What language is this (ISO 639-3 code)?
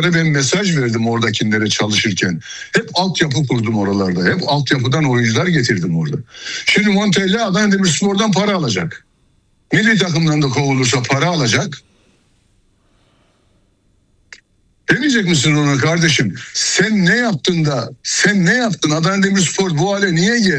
tur